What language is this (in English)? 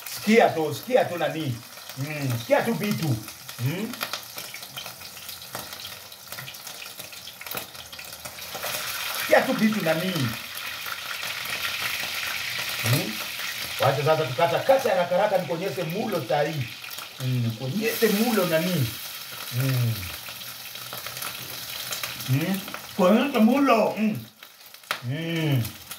Swahili